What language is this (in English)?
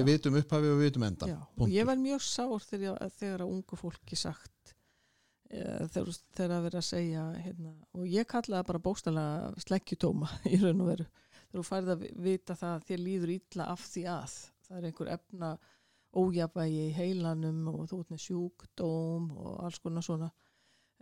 Icelandic